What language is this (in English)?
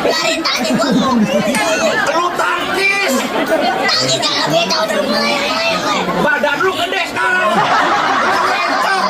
Betawi